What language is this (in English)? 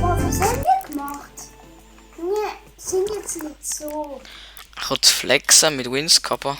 Swiss German